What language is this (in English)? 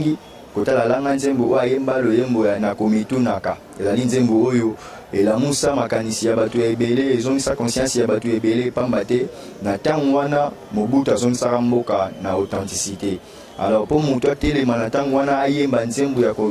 Lingala